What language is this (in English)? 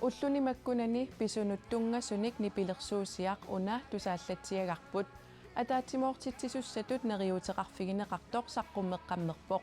Kalaallisut